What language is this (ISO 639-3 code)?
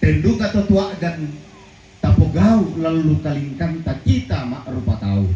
sda